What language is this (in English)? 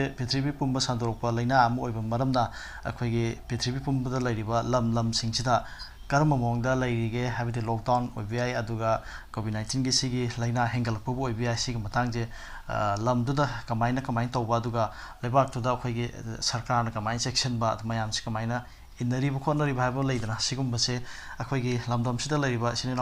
Manipuri